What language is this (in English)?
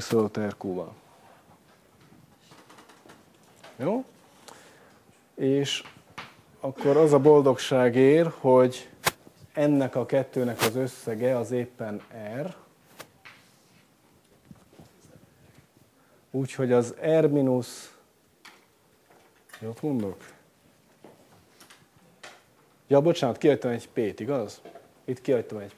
Hungarian